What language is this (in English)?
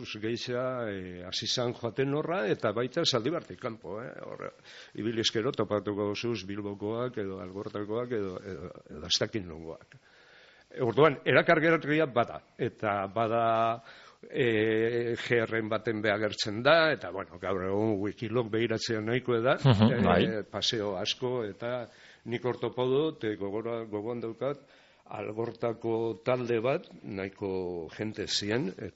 Basque